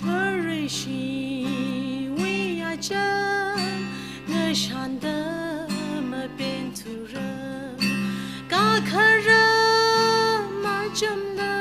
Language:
Tangkhul Naga (India)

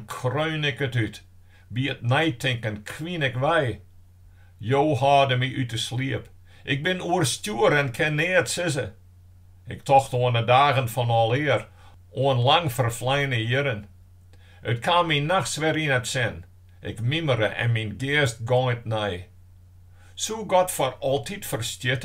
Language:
Western Frisian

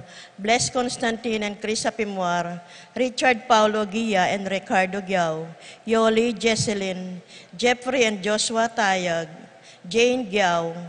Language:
Pampanga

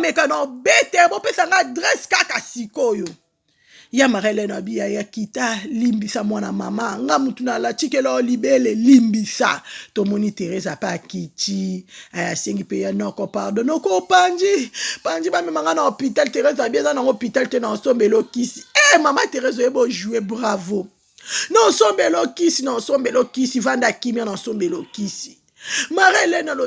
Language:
Lingala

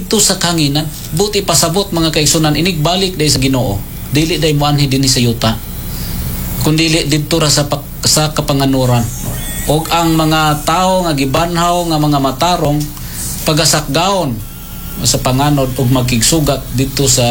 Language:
Cebuano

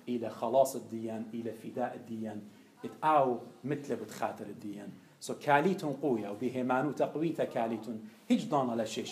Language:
Assyrian Neo-Aramaic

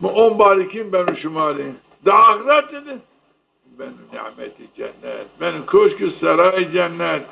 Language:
Zaza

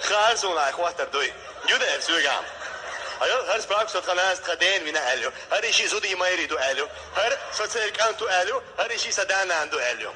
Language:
Chechen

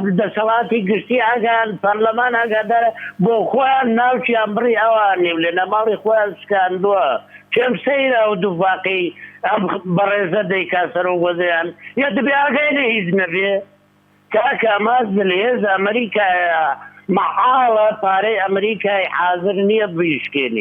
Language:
Central Kurdish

